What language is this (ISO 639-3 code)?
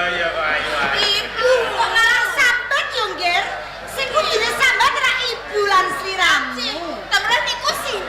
jav